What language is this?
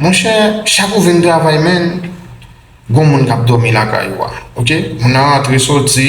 Haitian Creole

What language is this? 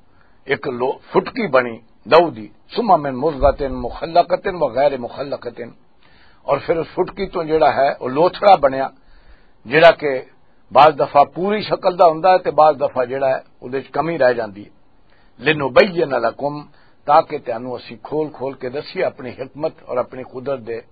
Western Panjabi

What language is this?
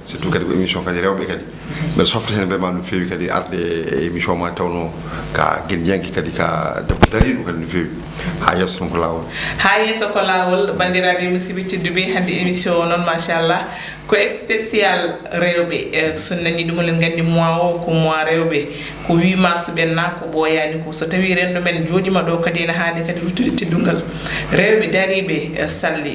Fula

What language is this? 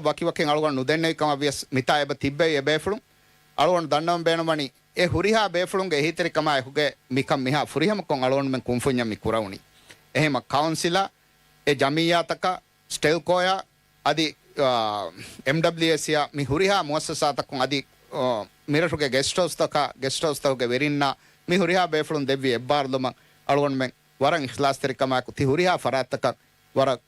Divehi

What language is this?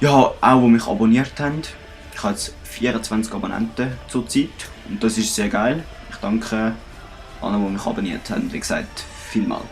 Swiss German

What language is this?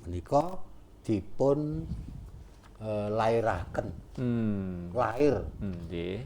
Javanese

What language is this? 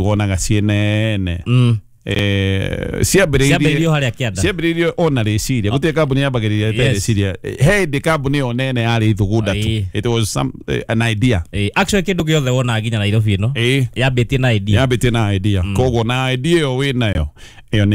Kikuyu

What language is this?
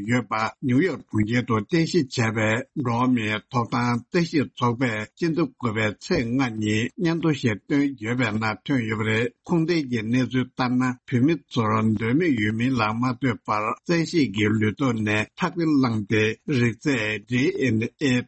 Tibetan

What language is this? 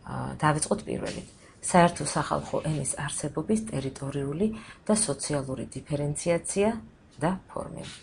Georgian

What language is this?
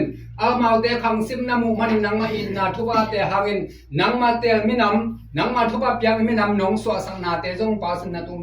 Tedim Chin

